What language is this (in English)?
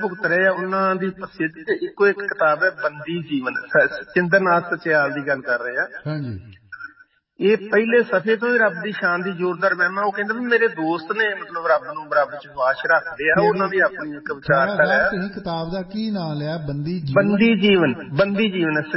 Punjabi